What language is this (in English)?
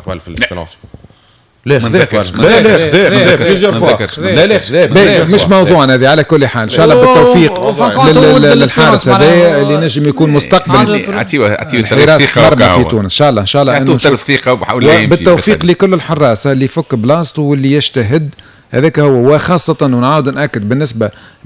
Tunisian Arabic